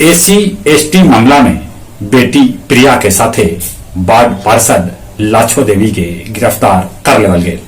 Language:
Magahi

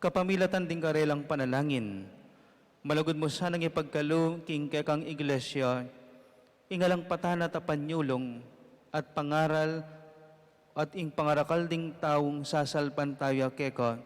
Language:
Pampanga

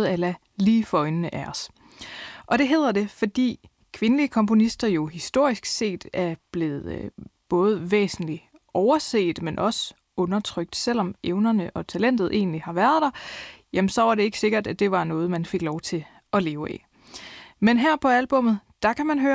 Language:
Danish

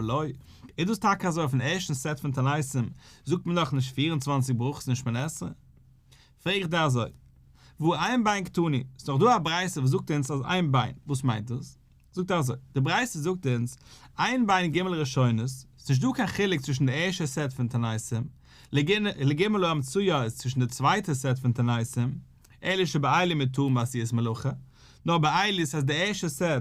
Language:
Yiddish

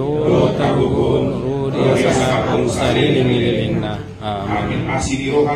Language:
Batak Toba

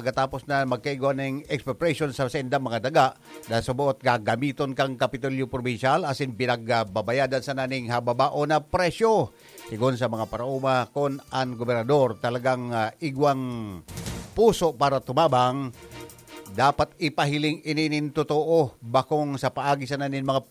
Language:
Bikol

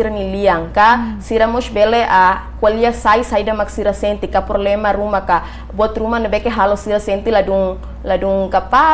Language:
Tetum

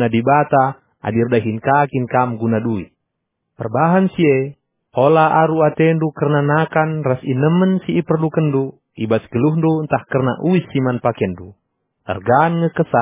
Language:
Batak Karo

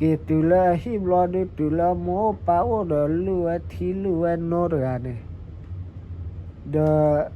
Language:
S'gaw Karen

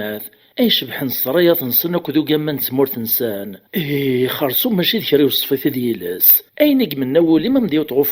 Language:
Kabyle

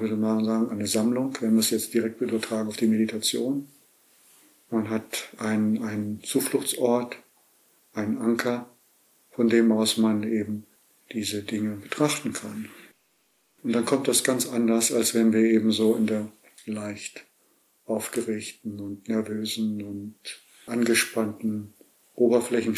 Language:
German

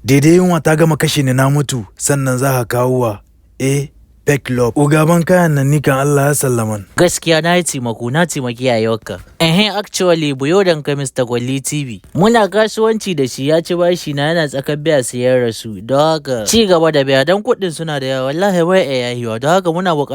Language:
Hausa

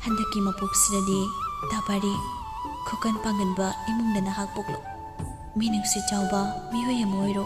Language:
Manipuri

